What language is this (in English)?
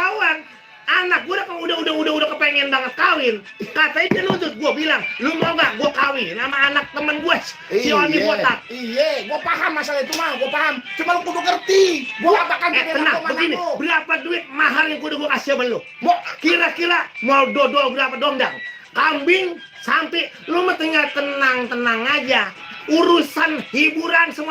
Betawi